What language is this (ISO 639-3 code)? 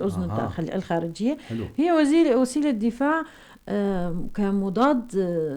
apc